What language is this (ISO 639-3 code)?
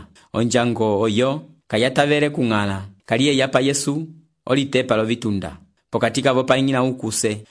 umb